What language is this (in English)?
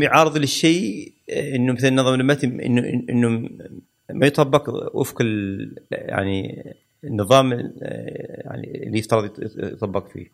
Gulf Arabic